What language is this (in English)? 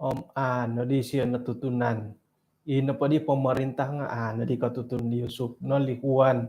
Central Dusun